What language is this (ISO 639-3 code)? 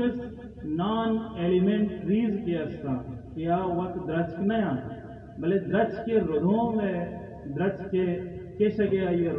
bal